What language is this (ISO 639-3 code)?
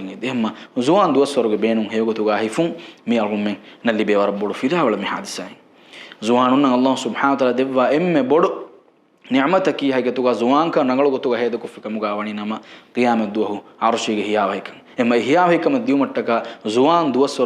div